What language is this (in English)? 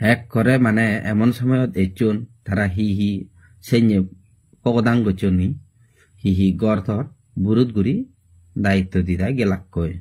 Chakma